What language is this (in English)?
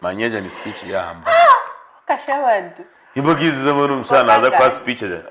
Nyankole